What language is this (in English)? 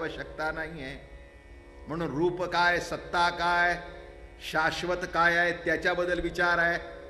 Marathi